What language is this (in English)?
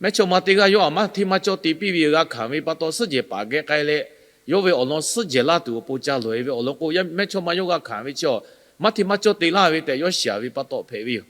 Lahu